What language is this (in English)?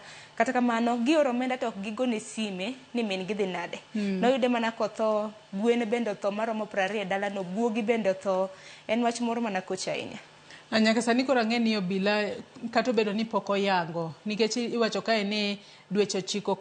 Luo (Kenya and Tanzania)